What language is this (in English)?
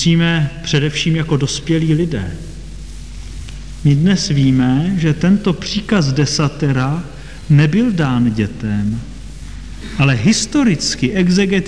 Czech